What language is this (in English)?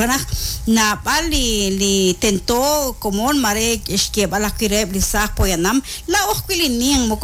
Kekchí